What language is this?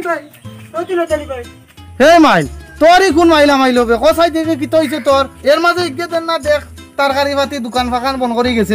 Sylheti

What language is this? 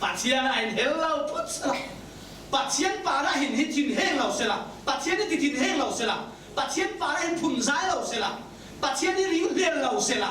Falam Chin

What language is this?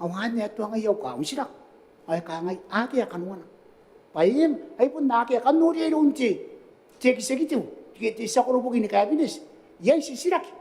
Gilbertese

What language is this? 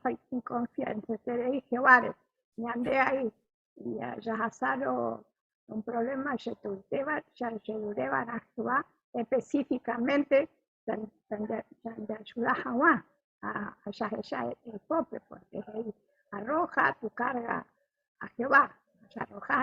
Guarani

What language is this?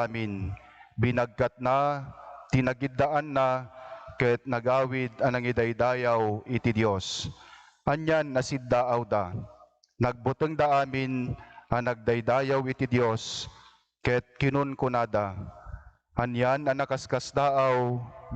Iloko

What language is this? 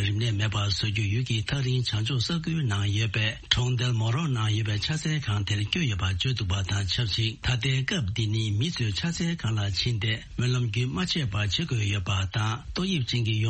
Tibetan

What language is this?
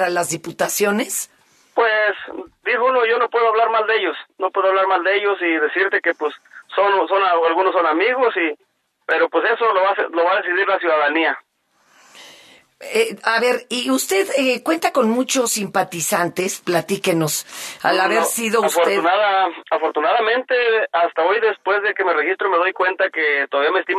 Spanish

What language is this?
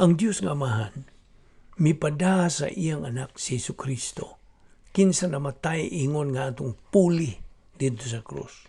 Cebuano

